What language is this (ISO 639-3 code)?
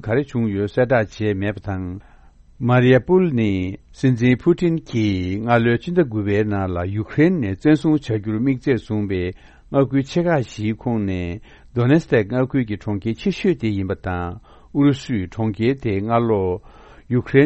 bod